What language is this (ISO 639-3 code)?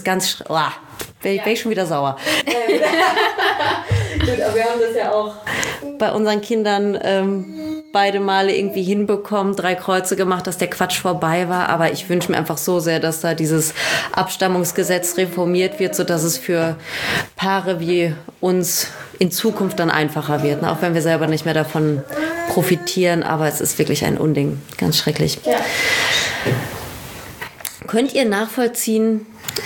deu